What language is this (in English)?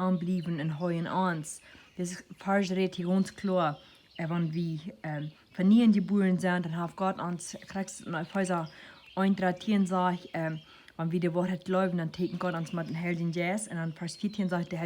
Plautdietsch